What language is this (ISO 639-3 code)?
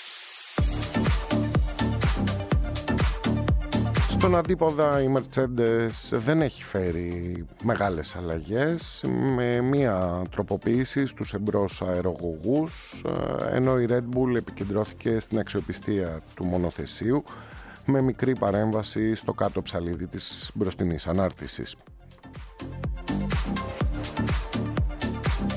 ell